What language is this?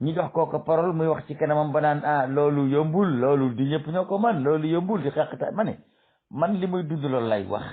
Wolof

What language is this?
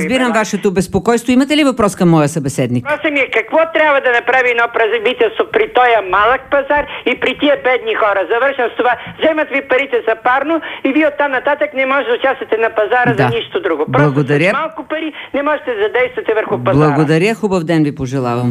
Bulgarian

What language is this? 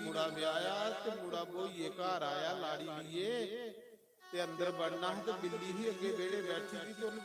Dogri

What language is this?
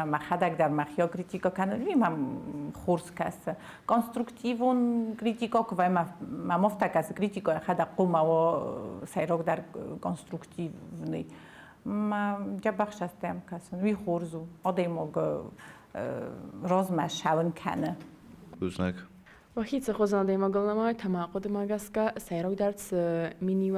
Ossetic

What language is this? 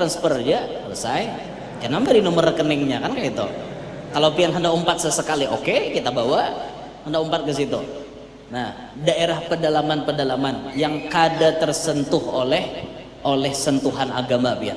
Banjar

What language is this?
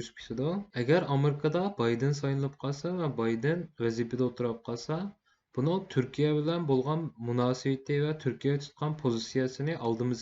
Uyghur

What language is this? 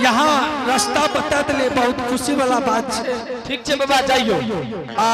Angika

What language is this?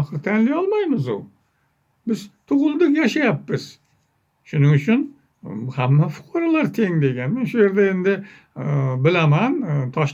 Uzbek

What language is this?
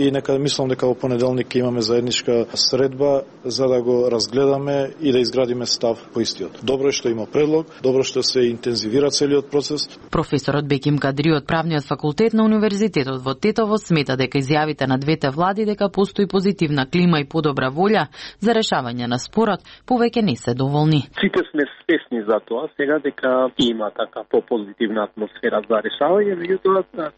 Macedonian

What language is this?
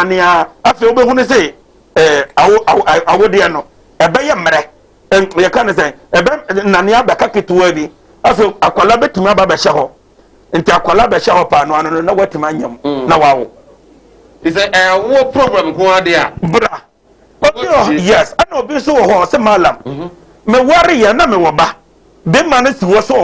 Akan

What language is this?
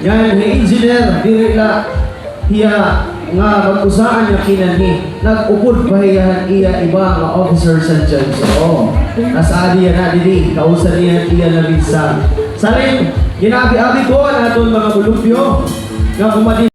Waray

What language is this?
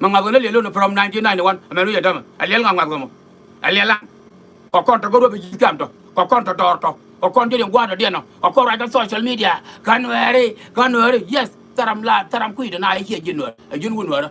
Nuer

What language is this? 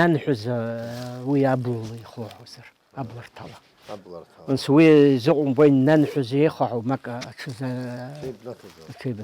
Abkhazian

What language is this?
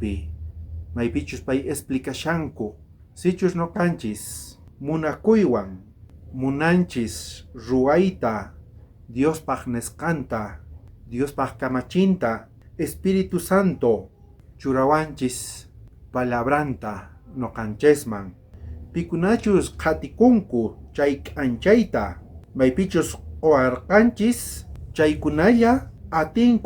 South Bolivian Quechua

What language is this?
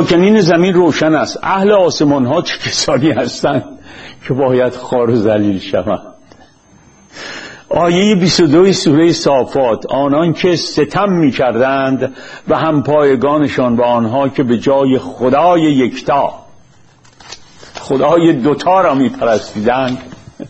Persian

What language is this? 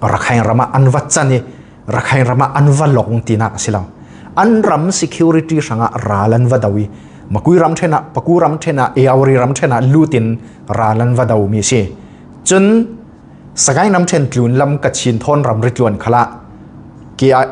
Falam Chin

